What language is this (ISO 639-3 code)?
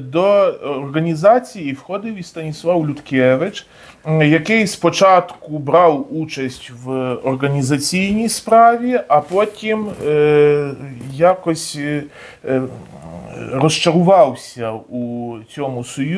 ukr